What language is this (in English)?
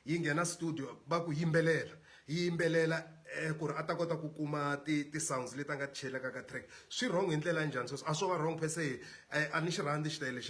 Tsonga